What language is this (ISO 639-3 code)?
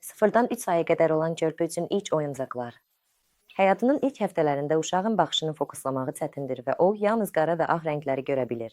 aze